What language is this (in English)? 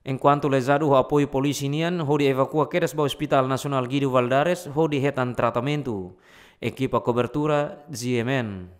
Tetum